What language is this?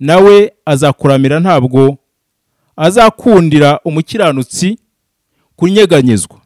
Kinyarwanda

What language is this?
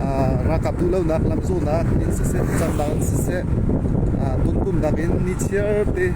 Hakha Chin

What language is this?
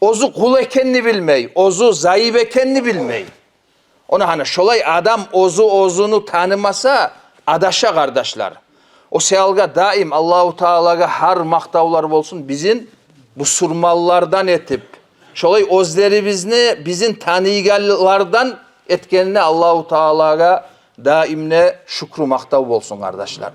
Kumyk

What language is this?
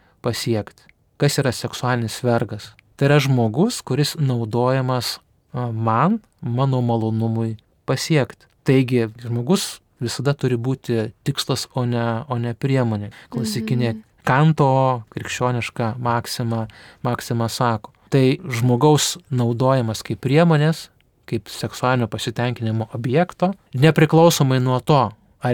Lithuanian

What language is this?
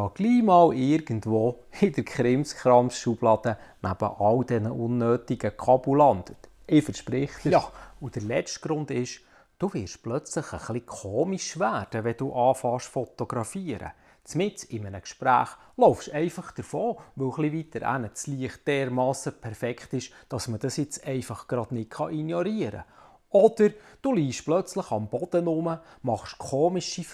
Swiss German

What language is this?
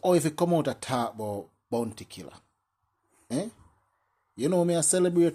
Jamaican Creole English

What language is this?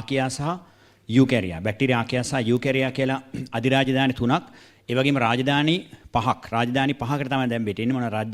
Sinhala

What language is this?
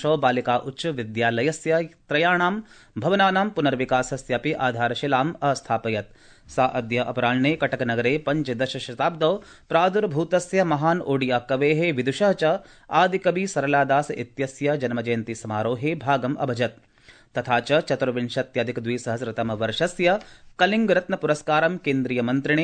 Sanskrit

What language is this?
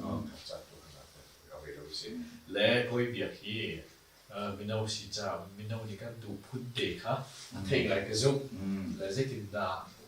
Hakha Chin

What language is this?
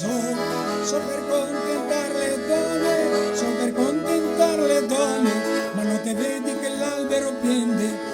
Venetian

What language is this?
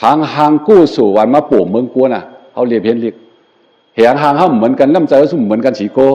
Shan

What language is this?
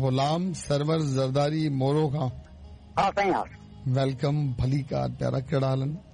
Sindhi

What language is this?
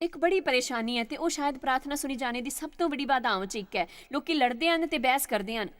Dogri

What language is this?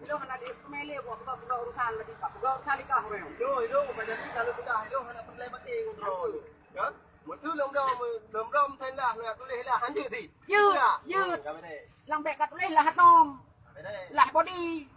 Achinese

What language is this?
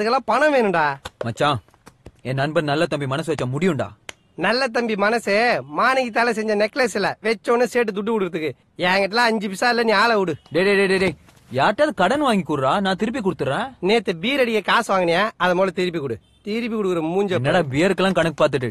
Tamil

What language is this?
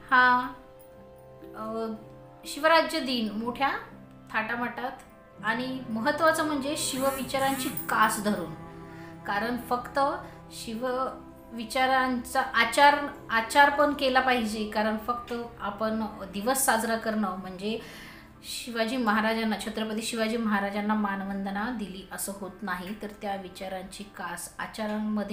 Marathi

